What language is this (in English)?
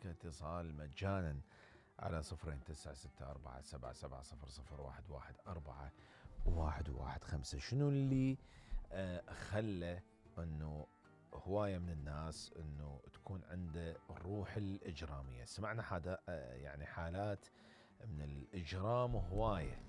Mesopotamian Arabic